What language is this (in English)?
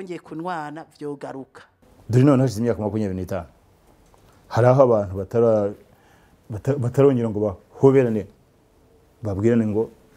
Kinyarwanda